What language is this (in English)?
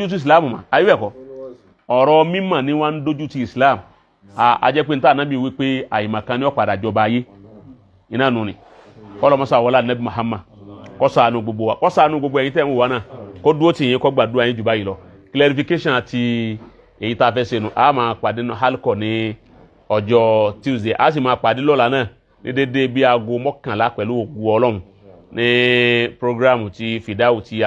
Yoruba